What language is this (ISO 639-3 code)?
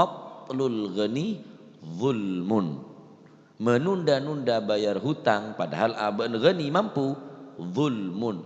mad